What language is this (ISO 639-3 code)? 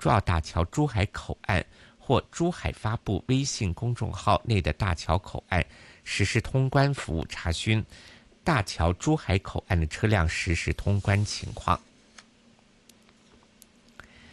zho